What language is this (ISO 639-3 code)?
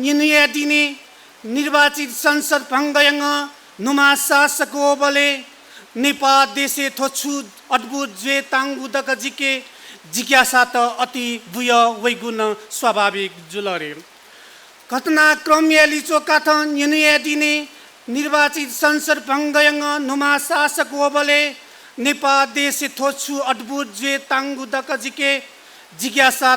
new